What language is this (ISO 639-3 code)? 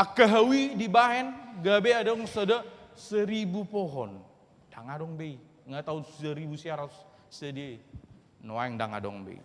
bbc